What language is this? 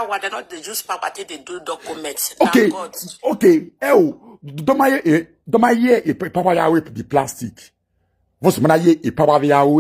Nigerian Pidgin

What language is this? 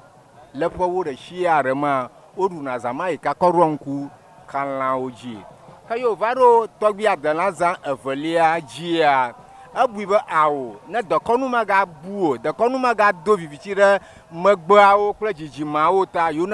Ewe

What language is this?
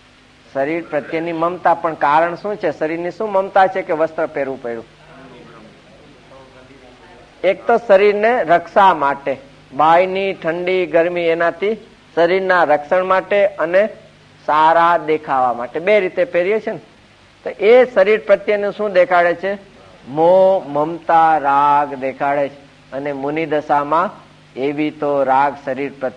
Gujarati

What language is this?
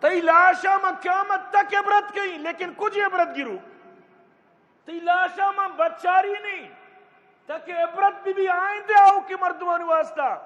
Eastern Balochi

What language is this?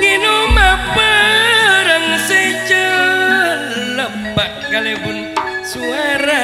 Madurese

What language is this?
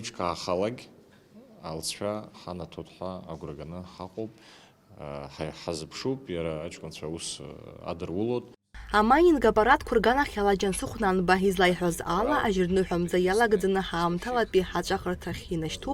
Abkhazian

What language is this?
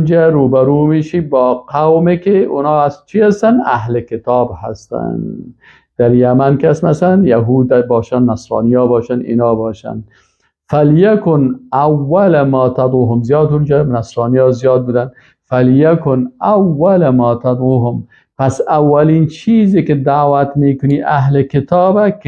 Persian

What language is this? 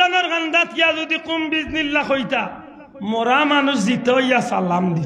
Sylheti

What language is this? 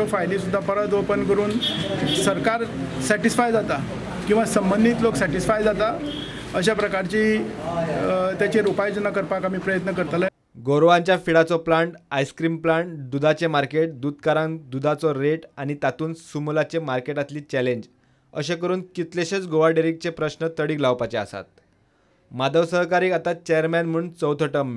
Konkani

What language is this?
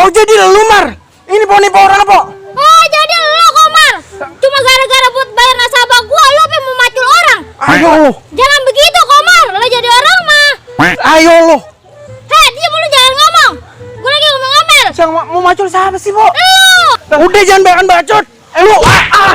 Betawi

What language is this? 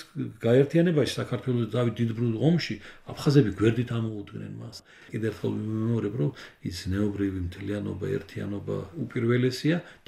Georgian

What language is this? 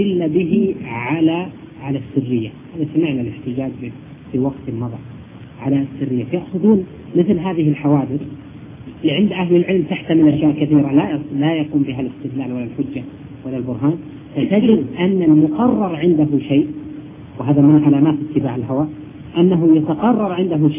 Arabic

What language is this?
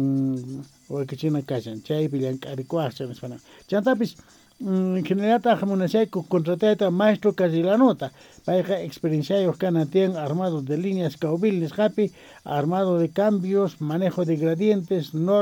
South Bolivian Quechua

